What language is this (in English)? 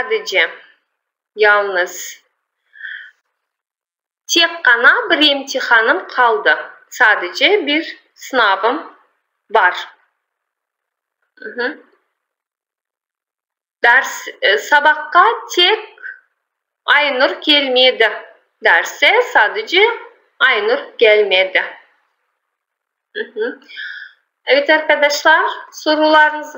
Turkish